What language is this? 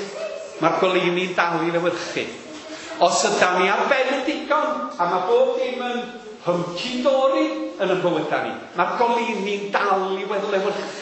Welsh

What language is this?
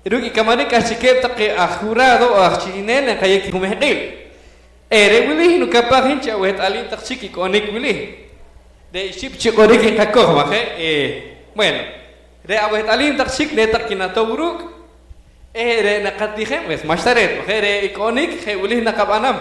Poqomchi'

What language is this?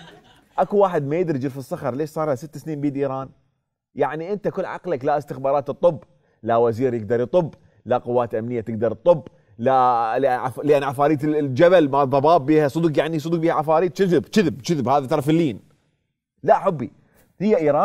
Mesopotamian Arabic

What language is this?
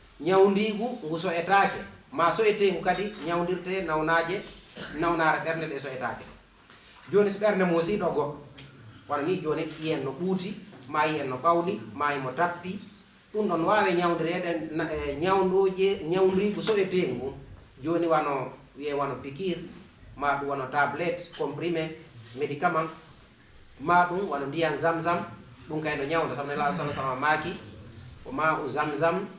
Fula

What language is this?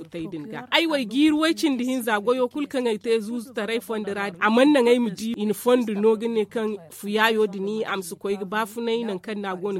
Zarma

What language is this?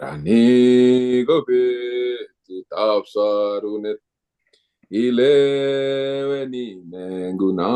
Kalenjin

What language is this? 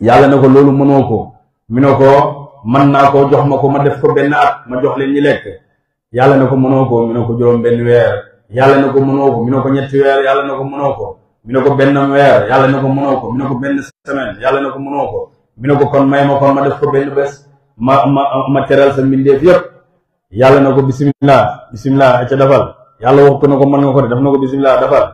Wolof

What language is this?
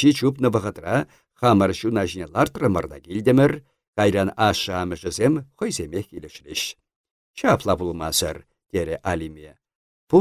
Chuvash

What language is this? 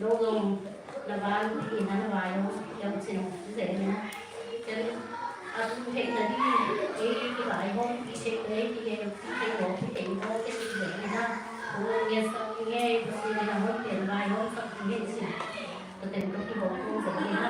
Tedim Chin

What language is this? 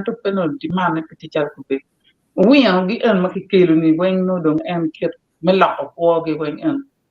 Acoli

